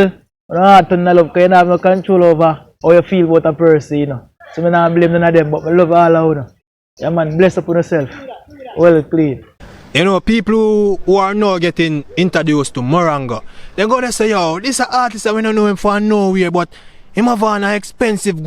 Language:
Jamaican Creole English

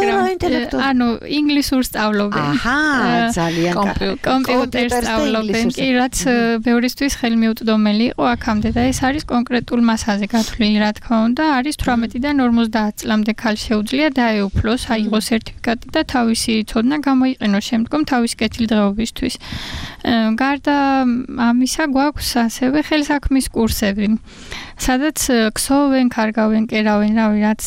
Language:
Georgian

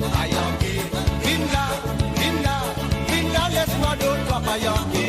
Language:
Morisyen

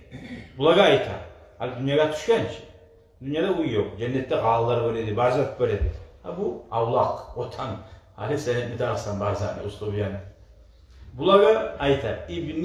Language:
Kumyk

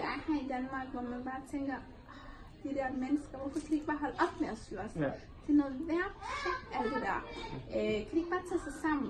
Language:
Danish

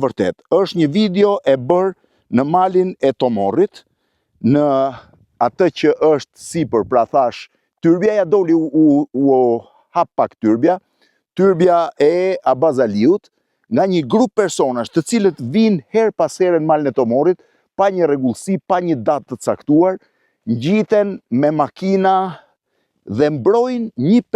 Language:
Albanian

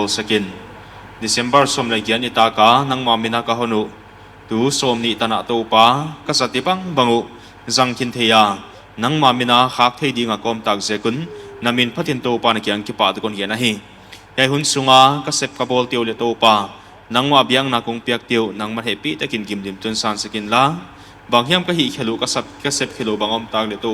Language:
Paite Chin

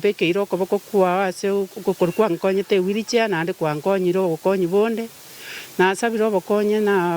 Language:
Gusii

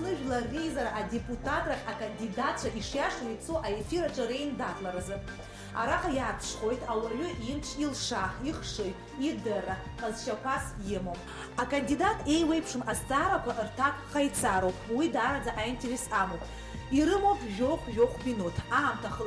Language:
Abkhazian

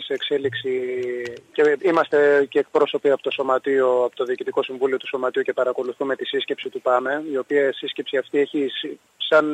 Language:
Greek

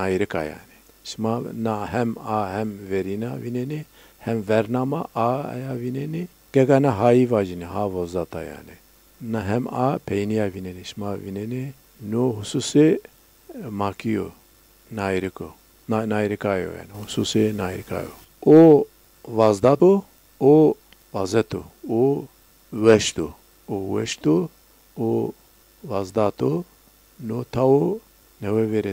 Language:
Zaza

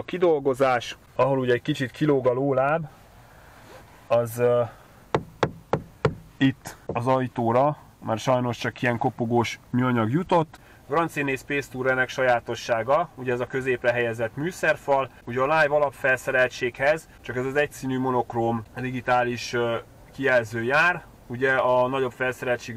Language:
Hungarian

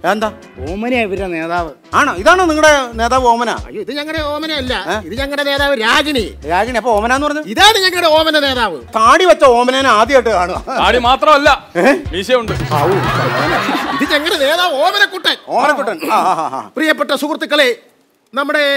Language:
Malayalam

